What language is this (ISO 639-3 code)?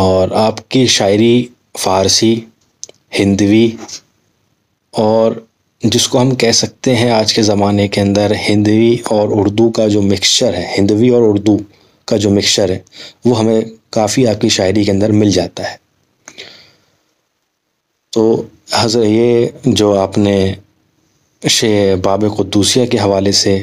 urd